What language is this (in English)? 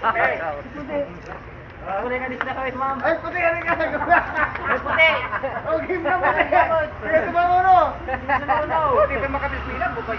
Iloko